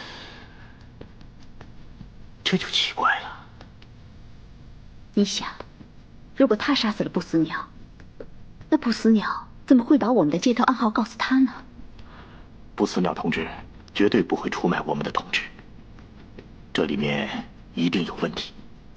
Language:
Chinese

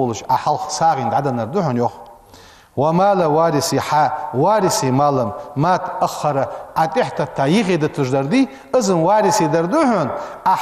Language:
Ingush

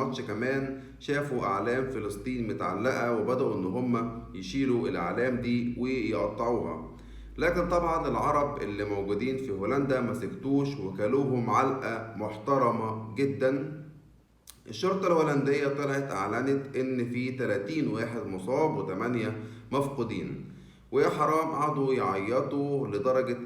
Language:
Egyptian Arabic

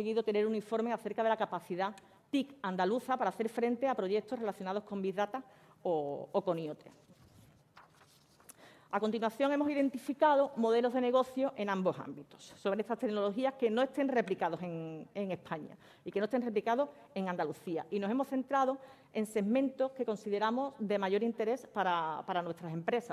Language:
Spanish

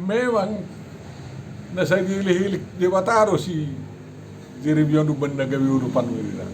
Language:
Batak Toba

